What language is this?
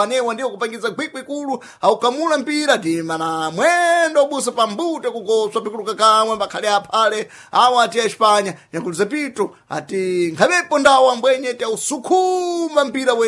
Sena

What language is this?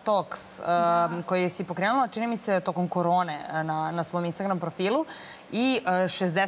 Serbian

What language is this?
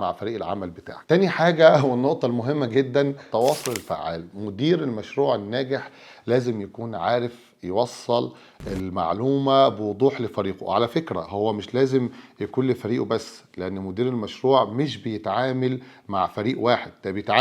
Egyptian Arabic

